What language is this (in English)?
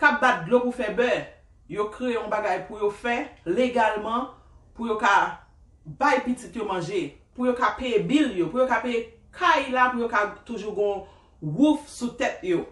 Haitian Creole